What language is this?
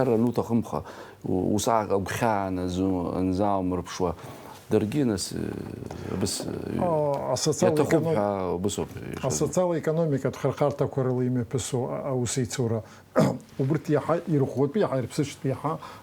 Abkhazian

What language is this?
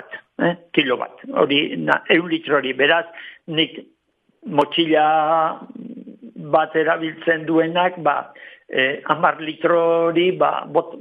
Basque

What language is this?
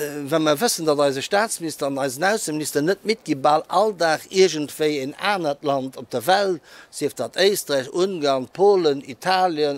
Luxembourgish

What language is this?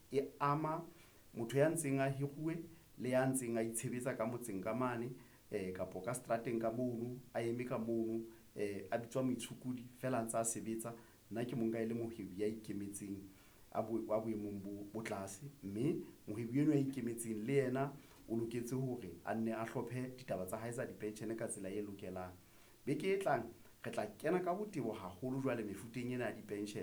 Southern Sotho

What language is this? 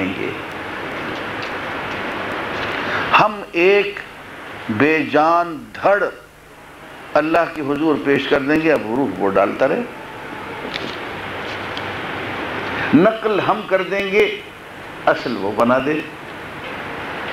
Urdu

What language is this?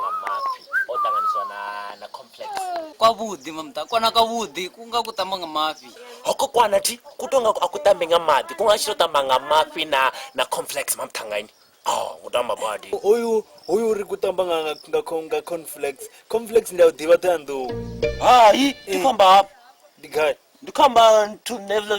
Venda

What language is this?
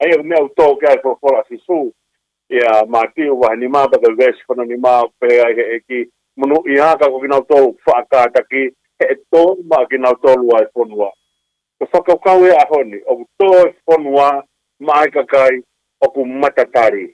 Tongan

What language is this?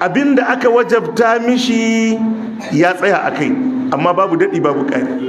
Hausa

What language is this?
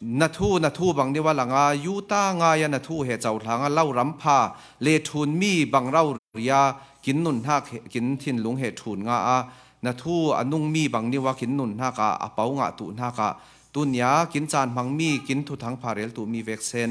Falam Chin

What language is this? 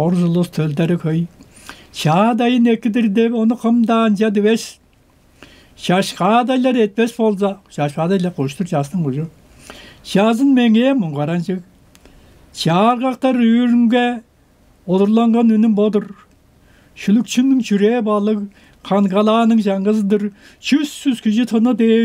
Tuvinian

